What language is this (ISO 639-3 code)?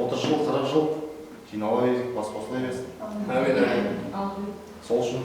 kaa